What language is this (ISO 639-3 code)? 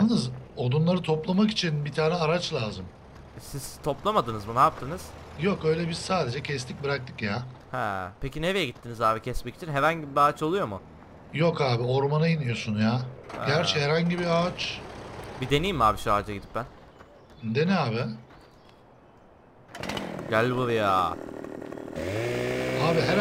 tur